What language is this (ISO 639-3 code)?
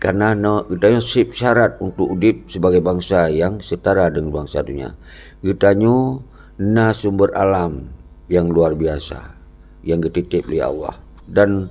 ace